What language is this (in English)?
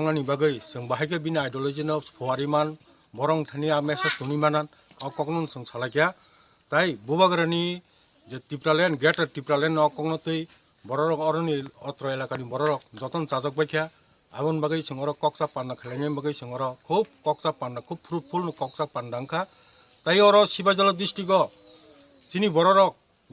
Kok Borok